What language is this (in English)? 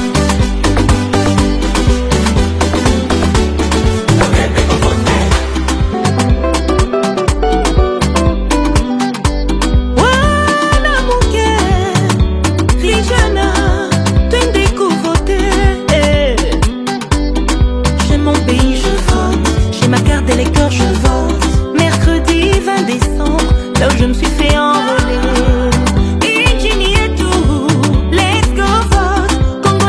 French